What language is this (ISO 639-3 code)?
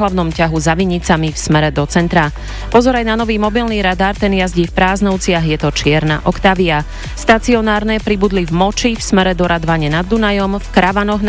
slk